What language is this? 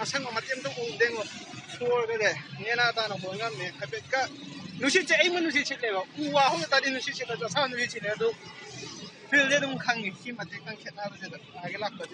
Manipuri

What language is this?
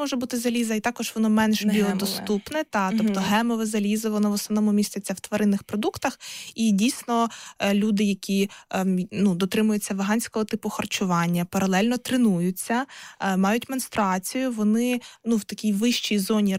Ukrainian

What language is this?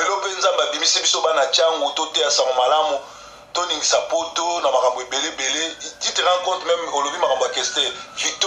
Lingala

